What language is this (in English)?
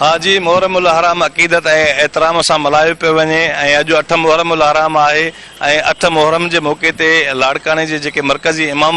Sindhi